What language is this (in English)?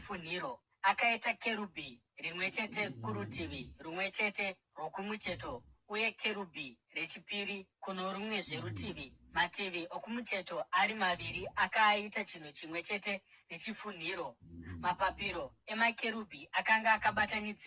Shona